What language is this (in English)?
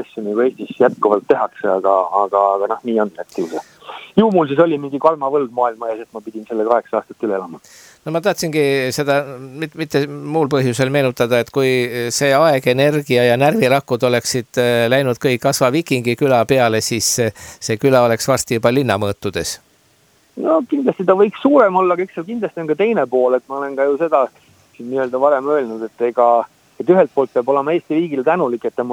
Estonian